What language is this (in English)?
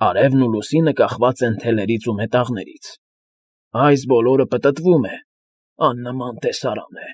Armenian